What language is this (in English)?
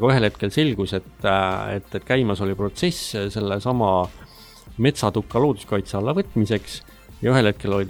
Estonian